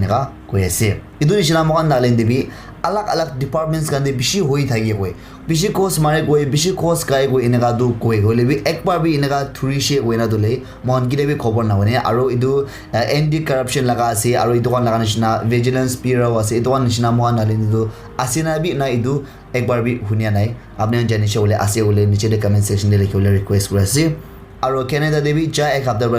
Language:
Naga Pidgin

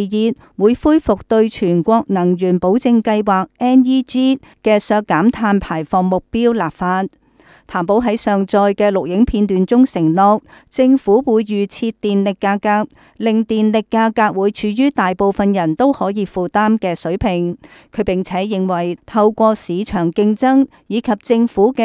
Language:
Cantonese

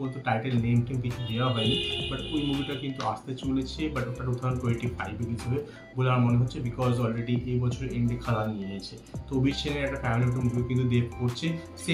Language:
Bangla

